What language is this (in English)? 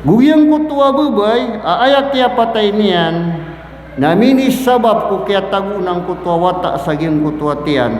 Maranao